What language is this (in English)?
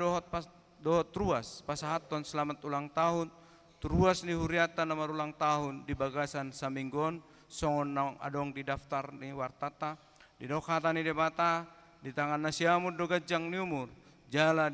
Batak Toba